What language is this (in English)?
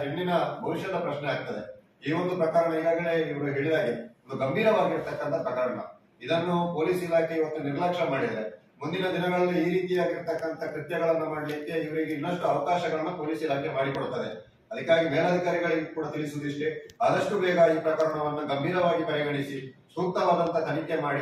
Kannada